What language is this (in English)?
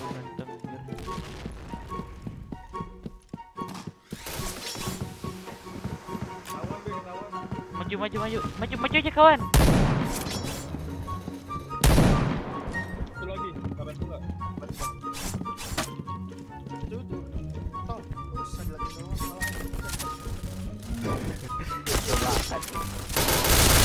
Indonesian